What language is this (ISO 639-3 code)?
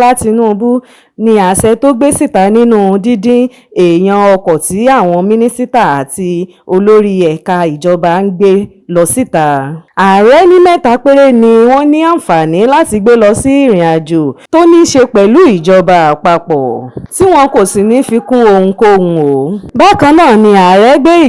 yor